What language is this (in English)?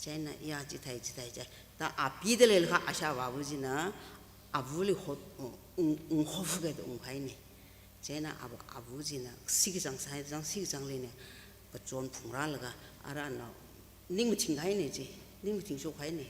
Tangkhul Naga (India)